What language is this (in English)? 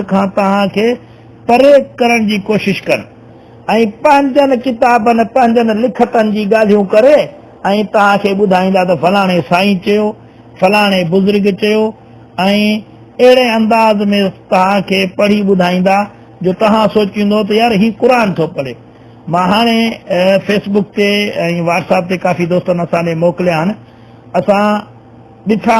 Sindhi